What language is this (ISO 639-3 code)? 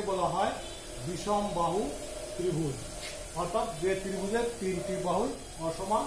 ben